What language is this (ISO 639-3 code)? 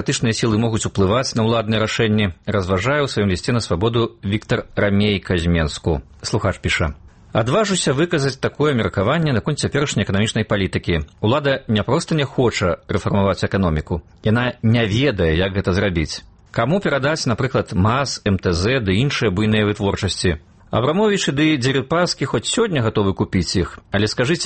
bel